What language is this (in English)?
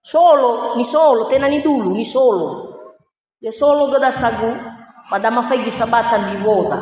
Nias